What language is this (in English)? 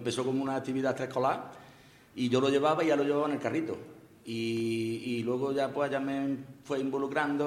Spanish